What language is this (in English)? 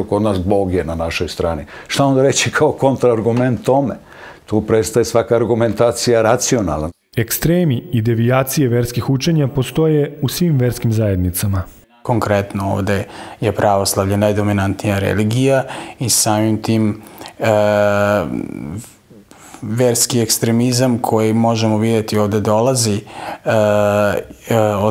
Serbian